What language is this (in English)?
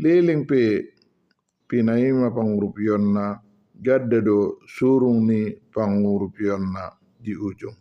Batak Toba